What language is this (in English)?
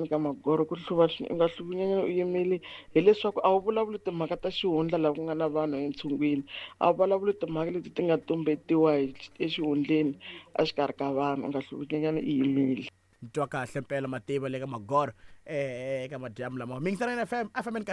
Tsonga